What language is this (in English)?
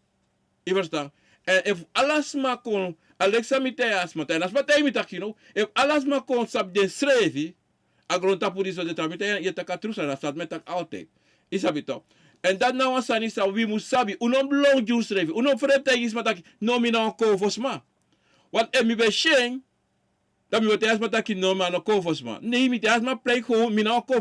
Sranan Tongo